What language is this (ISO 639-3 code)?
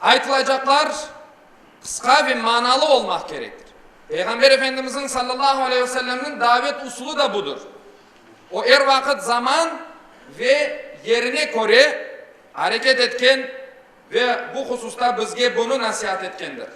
crh